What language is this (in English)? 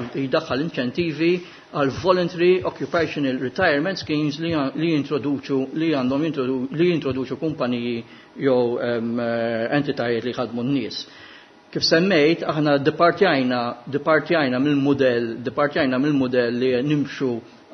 Maltese